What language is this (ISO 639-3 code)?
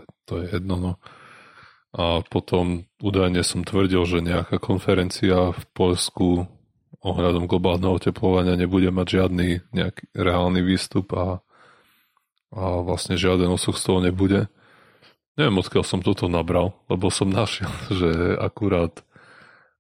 slk